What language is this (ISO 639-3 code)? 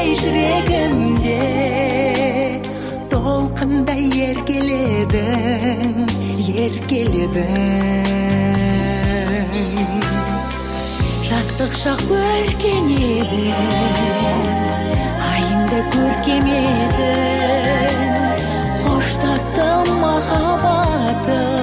kaz